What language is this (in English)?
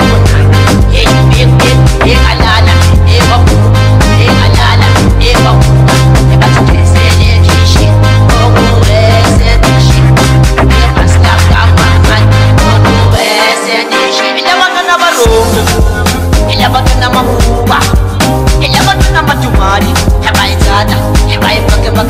Swahili